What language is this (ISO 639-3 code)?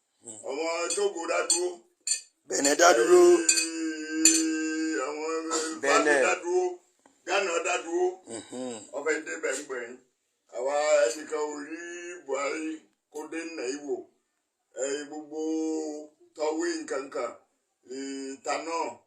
yor